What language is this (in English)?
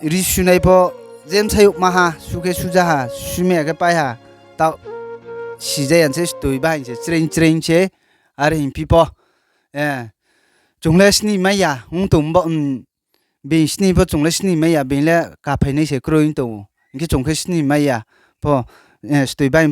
Riang (India)